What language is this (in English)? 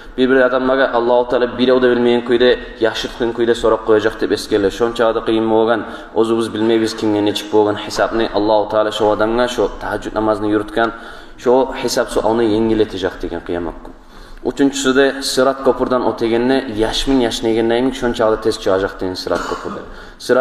Kumyk